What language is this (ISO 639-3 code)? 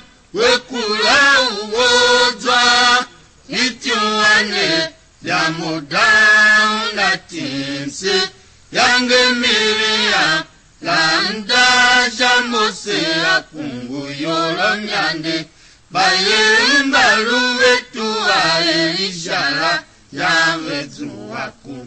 tiv